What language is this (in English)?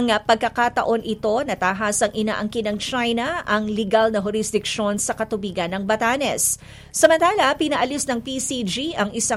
Filipino